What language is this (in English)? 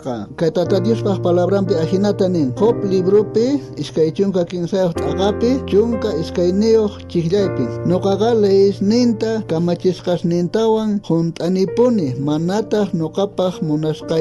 South Bolivian Quechua